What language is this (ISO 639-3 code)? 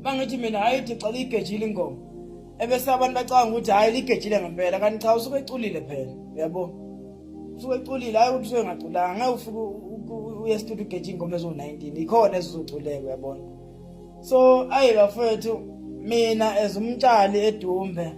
zul